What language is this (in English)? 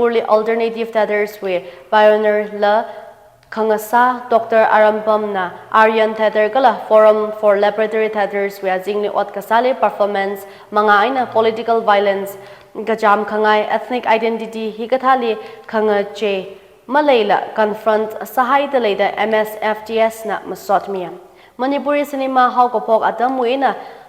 Tangkhul Naga (India)